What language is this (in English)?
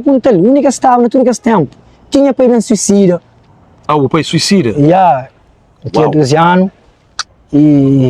Kabuverdianu